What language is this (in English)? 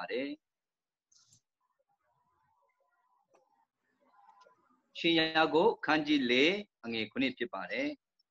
Burmese